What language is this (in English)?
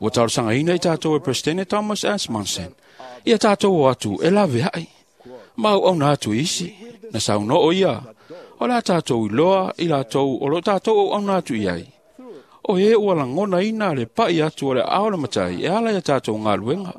Samoan